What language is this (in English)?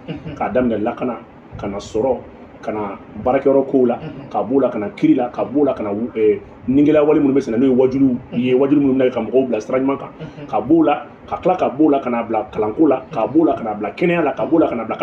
Bambara